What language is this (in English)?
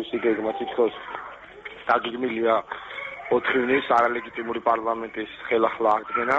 Georgian